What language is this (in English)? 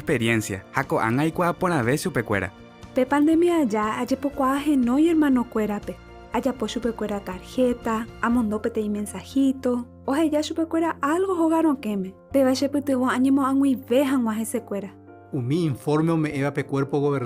Guarani